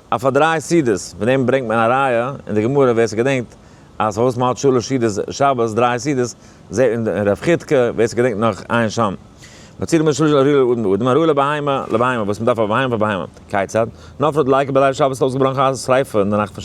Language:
Yiddish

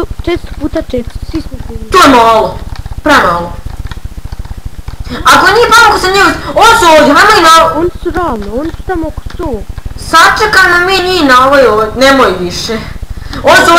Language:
Bosnian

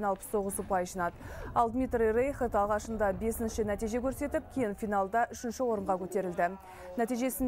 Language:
Kazakh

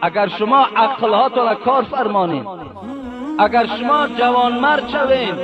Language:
Tajik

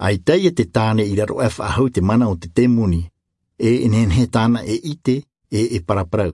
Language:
Tahitian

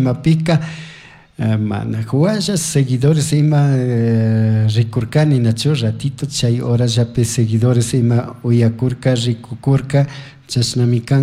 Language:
Chimborazo Highland Quichua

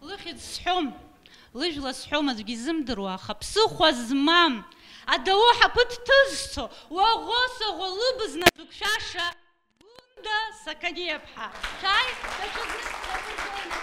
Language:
Abkhazian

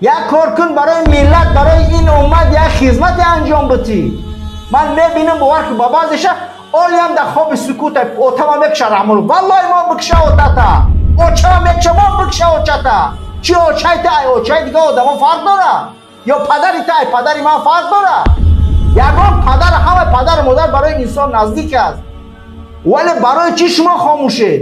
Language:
Persian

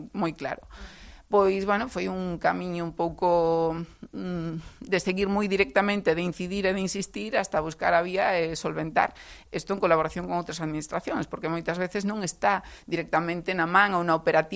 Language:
Galician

